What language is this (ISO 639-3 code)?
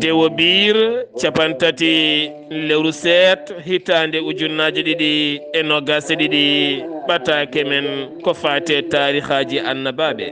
ful